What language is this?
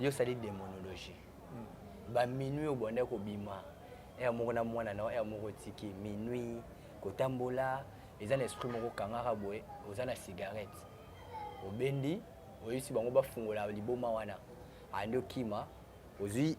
Lingala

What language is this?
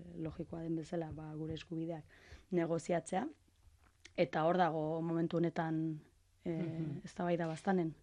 Basque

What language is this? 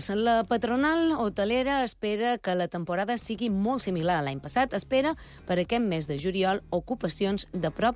Catalan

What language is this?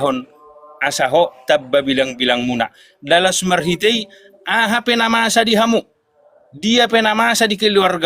Batak Toba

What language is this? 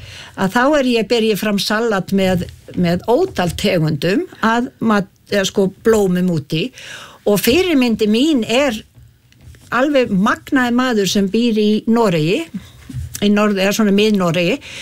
Icelandic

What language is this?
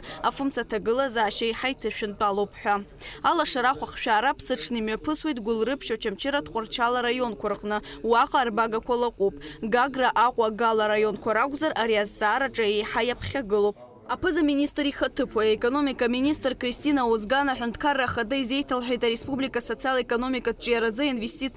Abkhazian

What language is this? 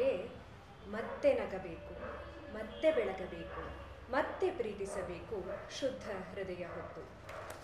Kannada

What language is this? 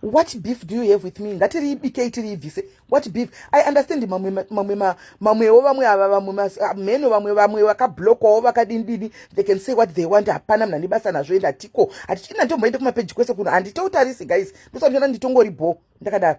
Shona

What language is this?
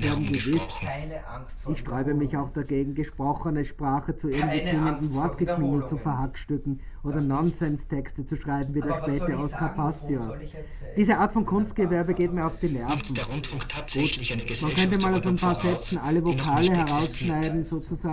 German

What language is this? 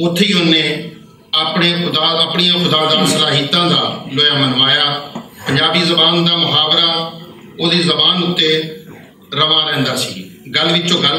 Western Panjabi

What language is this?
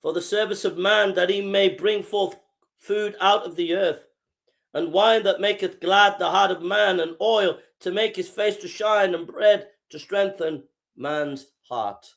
English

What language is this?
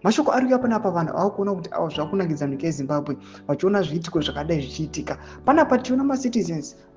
Shona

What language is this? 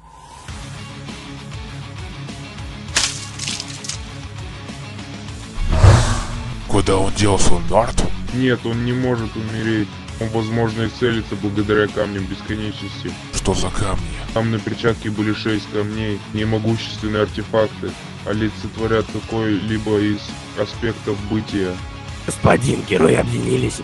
Russian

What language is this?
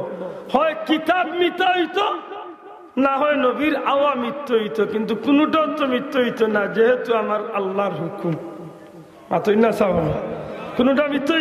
Sylheti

